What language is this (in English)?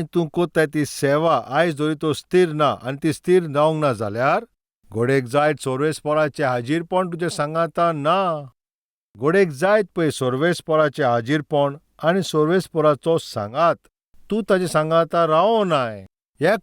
Konkani